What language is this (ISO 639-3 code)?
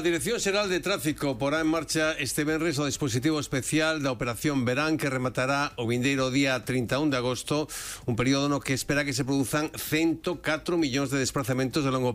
glg